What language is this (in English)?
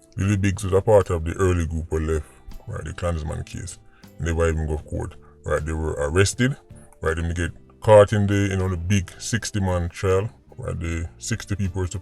Jamaican Creole English